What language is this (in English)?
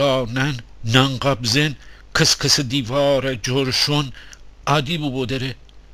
Gilaki